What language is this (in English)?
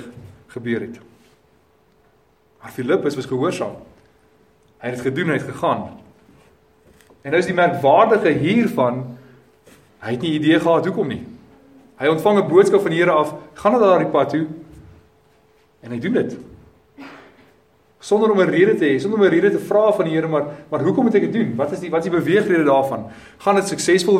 Afrikaans